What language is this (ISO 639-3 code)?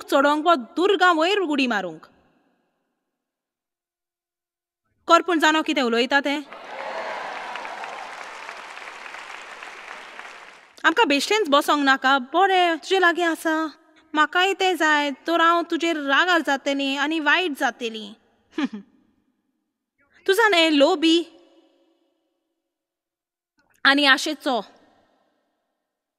kok